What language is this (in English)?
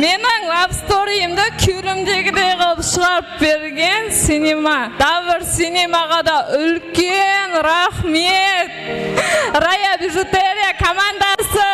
Kara-Kalpak